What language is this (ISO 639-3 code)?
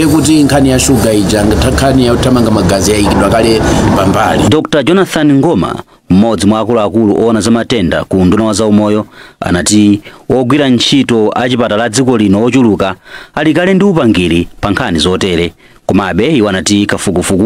nya